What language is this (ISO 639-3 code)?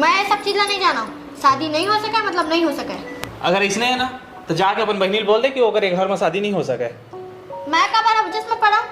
hne